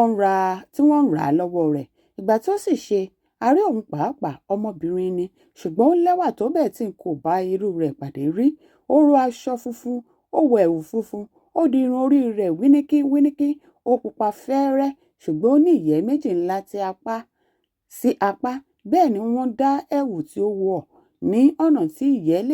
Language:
Yoruba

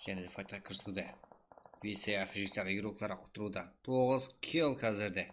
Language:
Kara-Kalpak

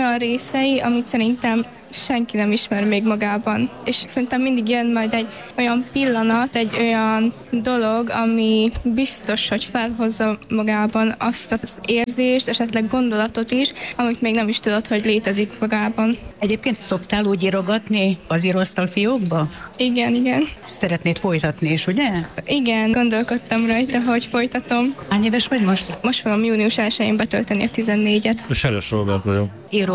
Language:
Hungarian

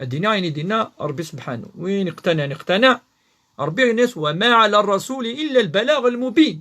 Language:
Kabyle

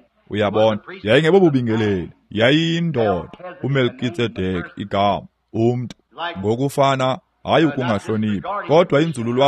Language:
Xhosa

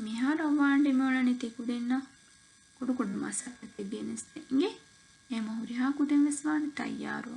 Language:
Divehi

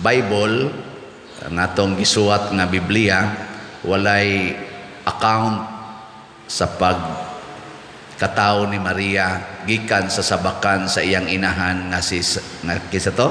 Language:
Cebuano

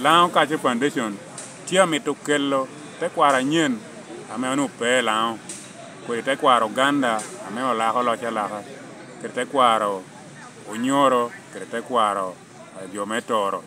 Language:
Lango (Uganda)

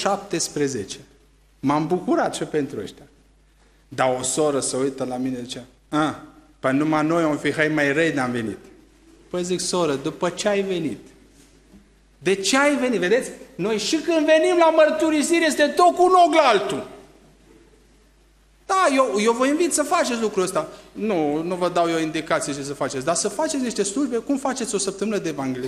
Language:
Romanian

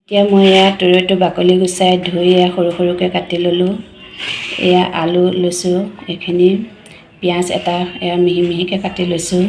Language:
Assamese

